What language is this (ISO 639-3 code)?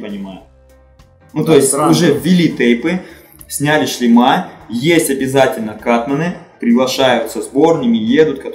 rus